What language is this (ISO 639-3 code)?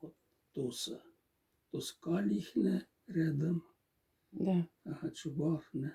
mdf